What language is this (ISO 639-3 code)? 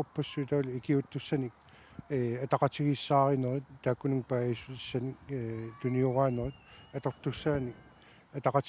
kal